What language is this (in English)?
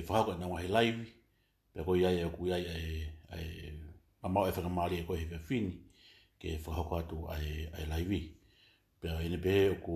Tongan